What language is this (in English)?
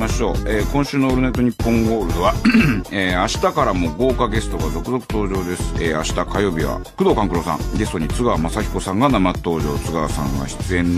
Japanese